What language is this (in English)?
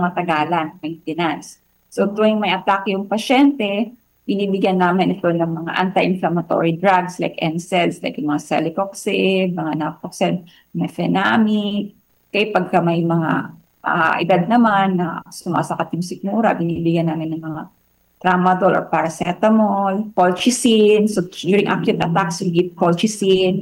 Filipino